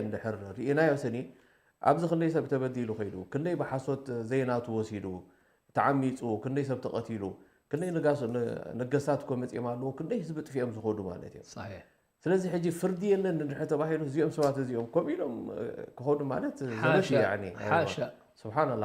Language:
Tigrinya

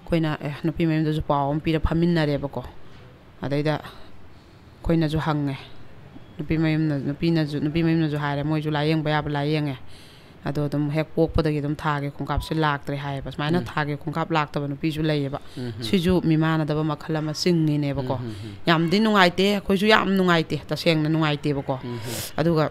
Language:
Manipuri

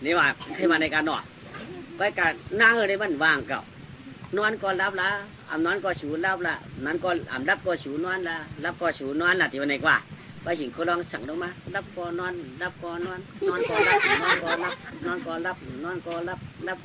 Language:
Shan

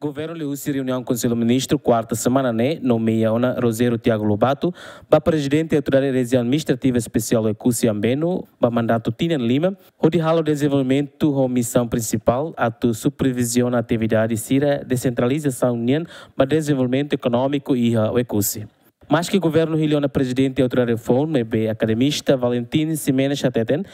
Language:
Tetum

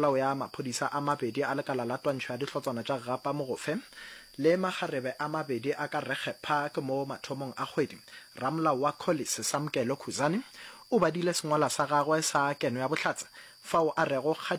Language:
Northern Sotho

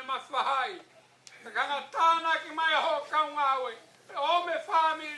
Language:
Tongan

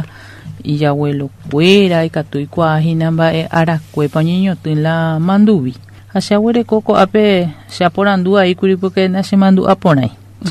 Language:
Guarani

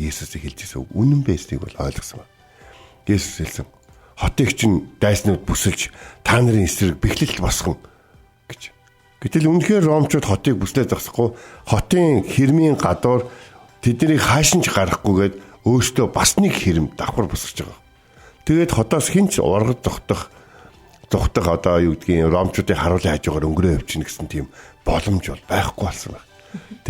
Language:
Mongolian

